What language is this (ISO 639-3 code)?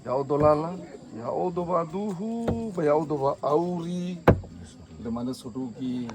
nia